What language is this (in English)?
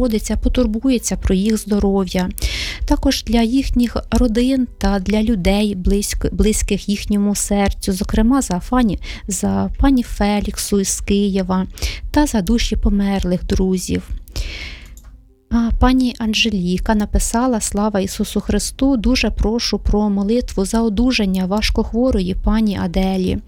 Ukrainian